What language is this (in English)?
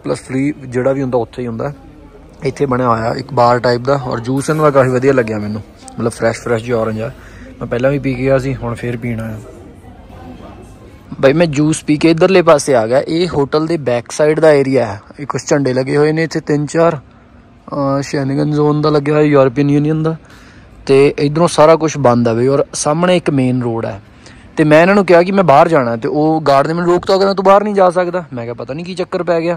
Punjabi